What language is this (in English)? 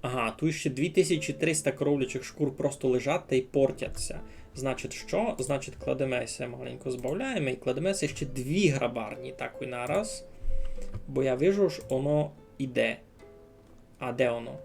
Rusyn